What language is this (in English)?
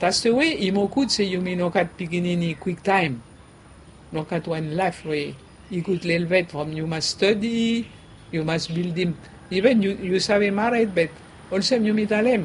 Bislama